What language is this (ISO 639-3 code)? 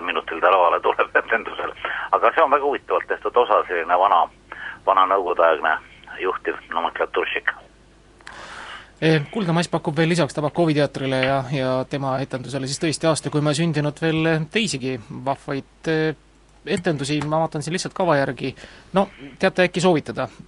est